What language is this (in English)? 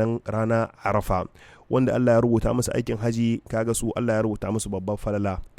Hausa